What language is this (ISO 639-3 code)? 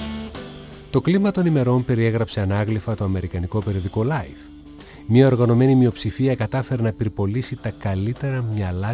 ell